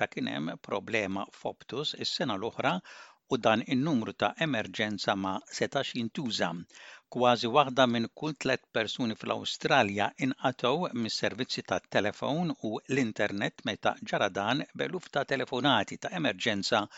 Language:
Maltese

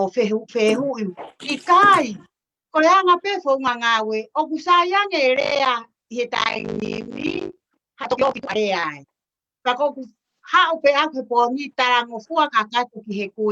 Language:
Tongan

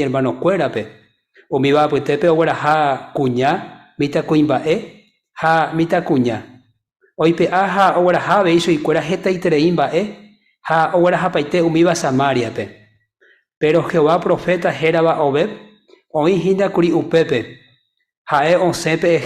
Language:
Guarani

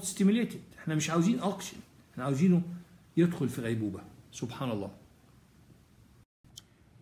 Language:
Egyptian Arabic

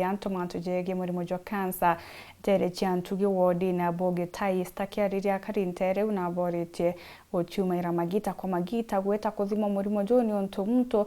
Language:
Meru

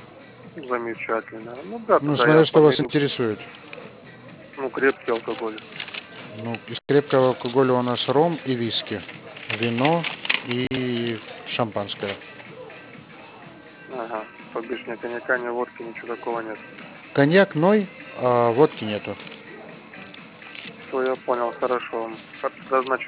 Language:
Russian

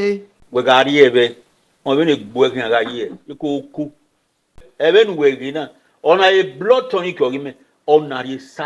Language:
Bini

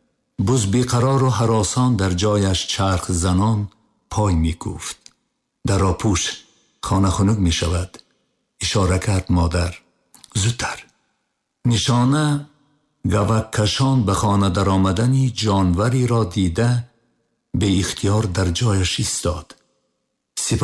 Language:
Tajik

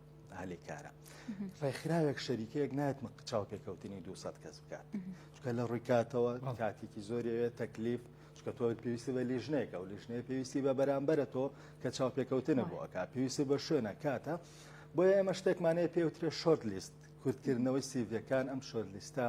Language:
Central Kurdish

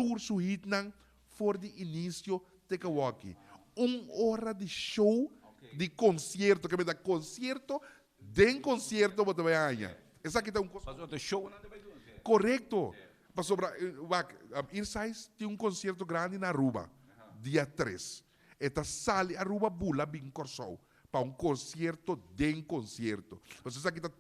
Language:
Papiamento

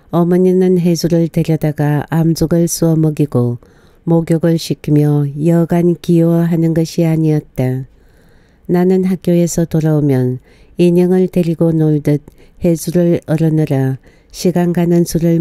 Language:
Korean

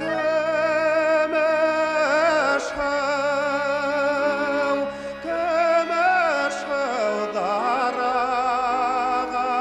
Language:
Bashkir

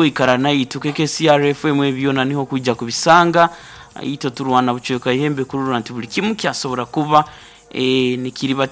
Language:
Nyoro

